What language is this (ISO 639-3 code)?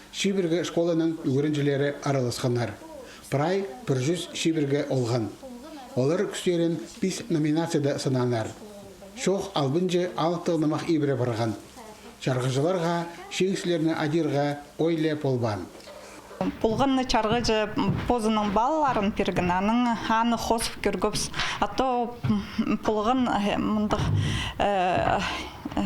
kjh